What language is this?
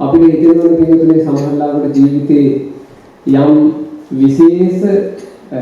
Sinhala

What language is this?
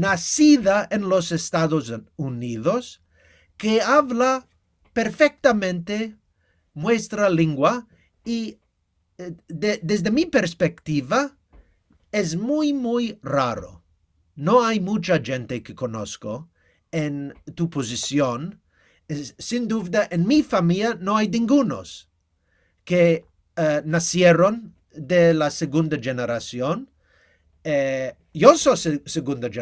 Ladino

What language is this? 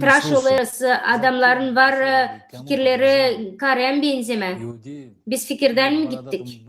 Gagauz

